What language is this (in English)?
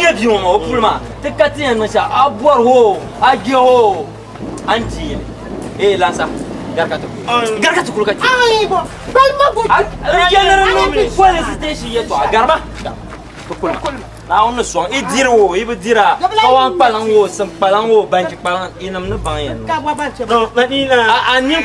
Dagbani